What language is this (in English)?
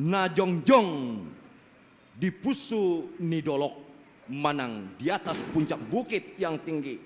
Batak Toba